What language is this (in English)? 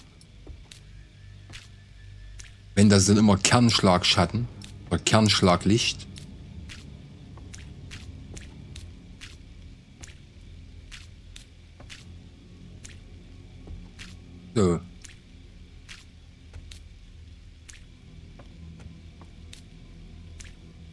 German